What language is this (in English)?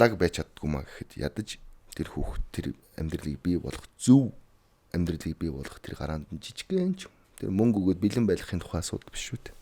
Mongolian